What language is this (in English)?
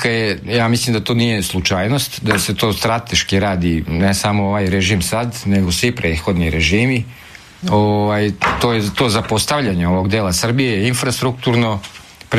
Serbian